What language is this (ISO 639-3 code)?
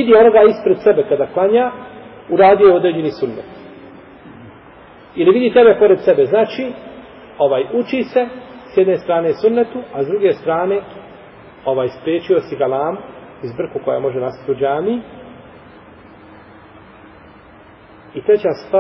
bos